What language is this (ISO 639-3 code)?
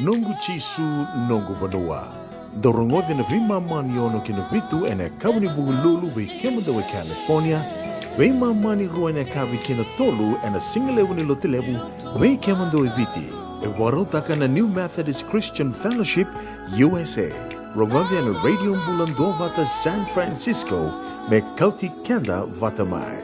fij